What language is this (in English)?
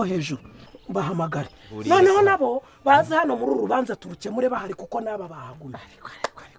Kinyarwanda